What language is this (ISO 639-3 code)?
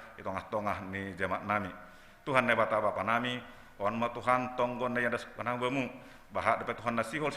bts